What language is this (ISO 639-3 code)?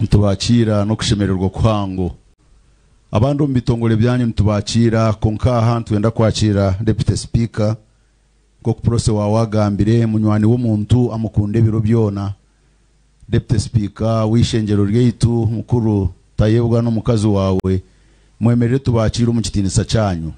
nyn